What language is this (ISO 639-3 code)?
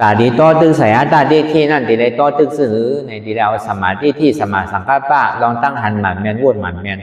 shn